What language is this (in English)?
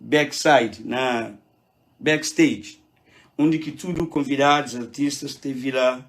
Kabuverdianu